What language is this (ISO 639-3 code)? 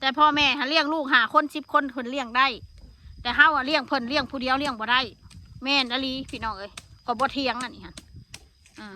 tts